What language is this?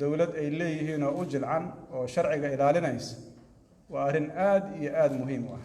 Somali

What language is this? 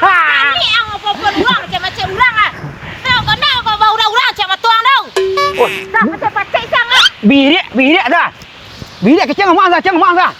Minangkabau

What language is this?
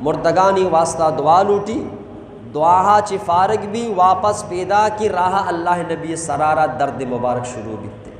Eastern Balochi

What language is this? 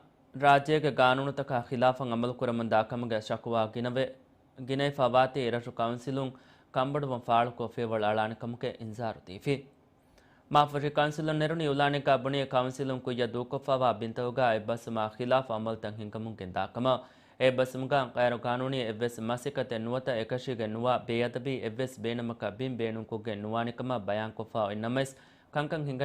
Divehi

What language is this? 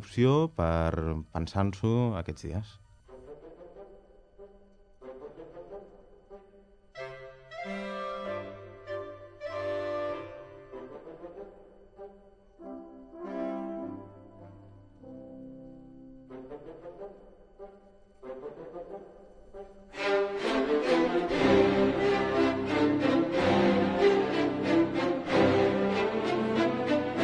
Catalan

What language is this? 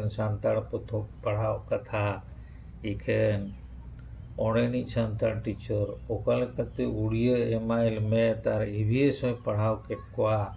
Santali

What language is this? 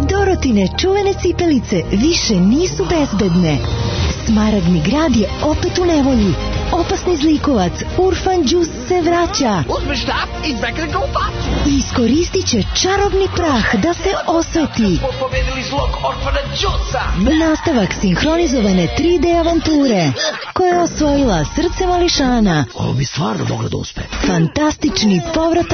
Serbian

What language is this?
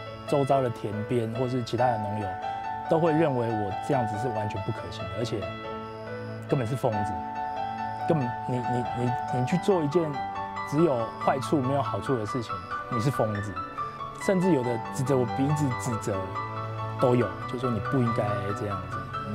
Chinese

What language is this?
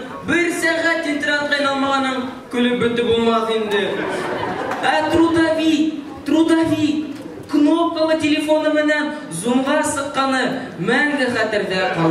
Bashkir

